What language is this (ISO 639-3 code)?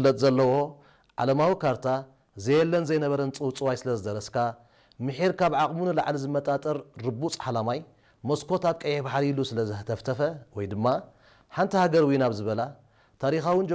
tir